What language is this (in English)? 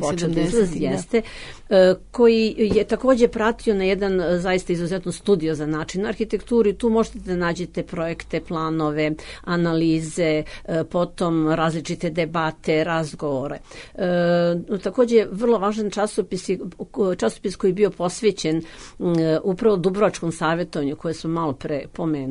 Serbian